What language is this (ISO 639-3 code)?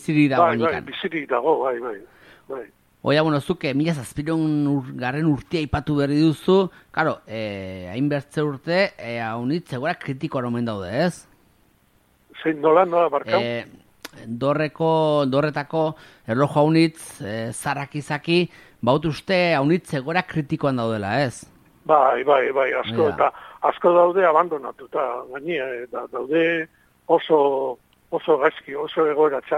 eus